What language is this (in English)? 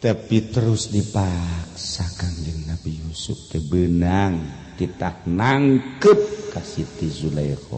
Sundanese